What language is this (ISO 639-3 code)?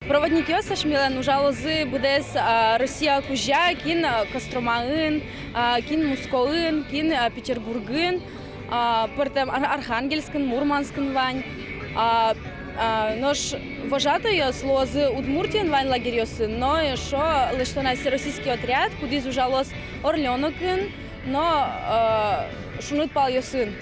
udm